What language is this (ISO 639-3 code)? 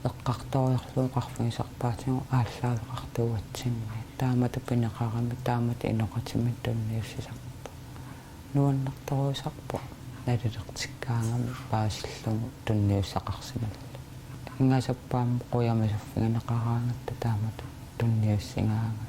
kal